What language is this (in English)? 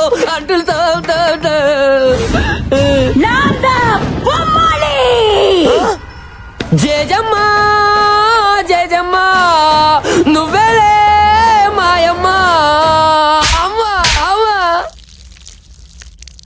Telugu